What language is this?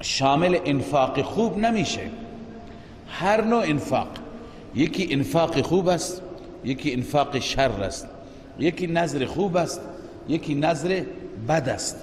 Persian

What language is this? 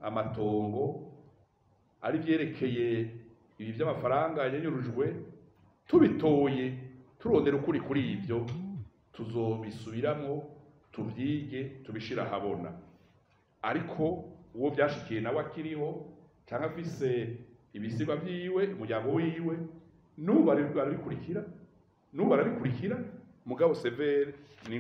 Rundi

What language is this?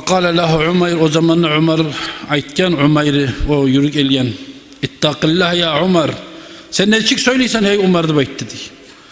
Kumyk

